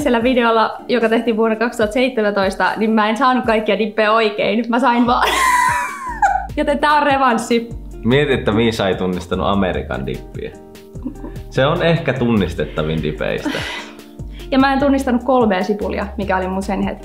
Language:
Finnish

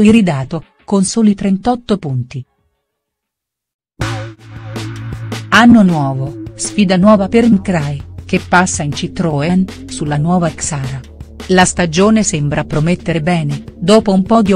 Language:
Italian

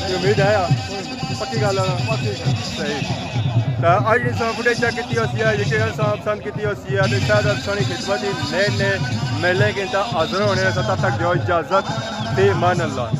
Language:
Pahari-Potwari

